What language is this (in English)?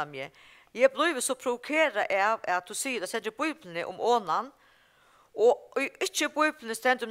Faroese